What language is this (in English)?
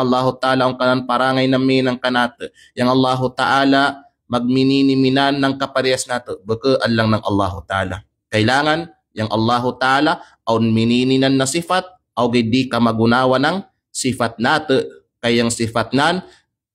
Kalagan